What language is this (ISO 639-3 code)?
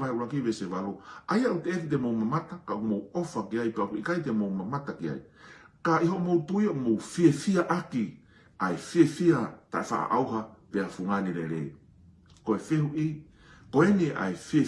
ton